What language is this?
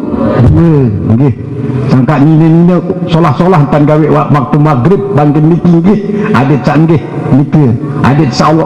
Sasak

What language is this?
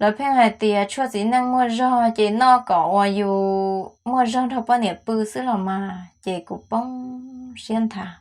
Hmong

